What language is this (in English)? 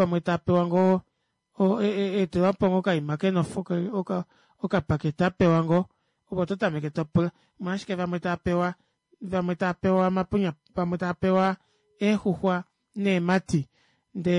Kuanyama